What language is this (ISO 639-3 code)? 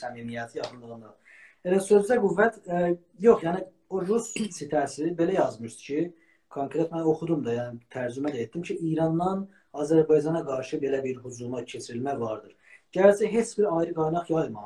azb